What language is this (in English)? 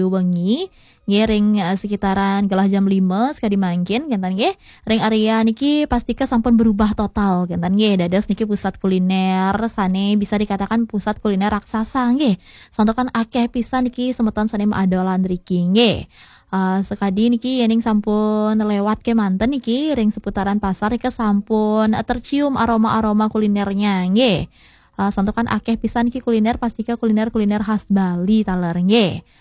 Balinese